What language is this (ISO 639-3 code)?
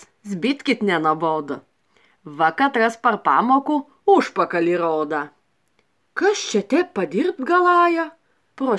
lit